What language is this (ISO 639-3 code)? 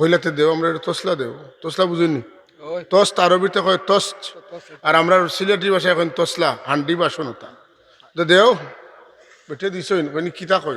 syl